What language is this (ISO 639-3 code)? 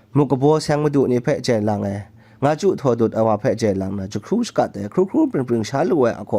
kac